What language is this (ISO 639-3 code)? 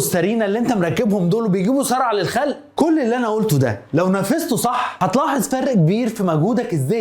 arz